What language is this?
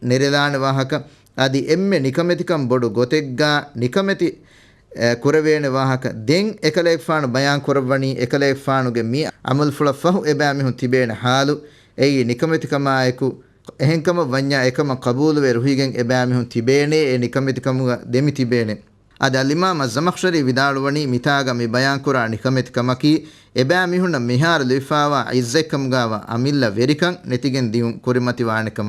Divehi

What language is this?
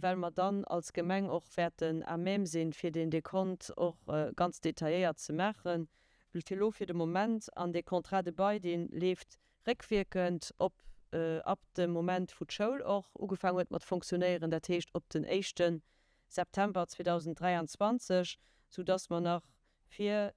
Luxembourgish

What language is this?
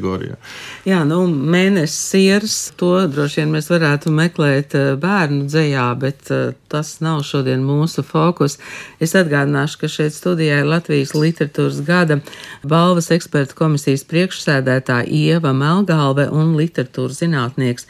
Latvian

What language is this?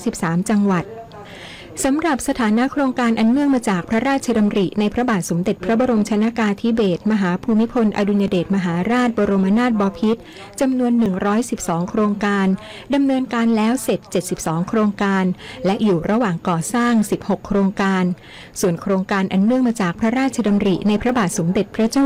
Thai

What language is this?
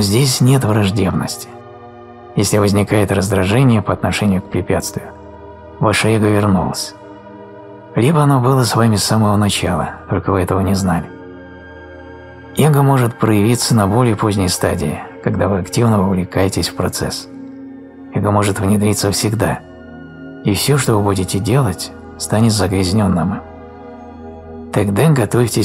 Russian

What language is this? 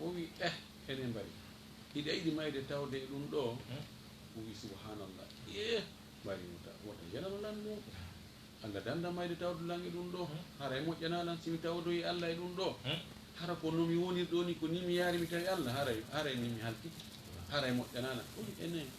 Fula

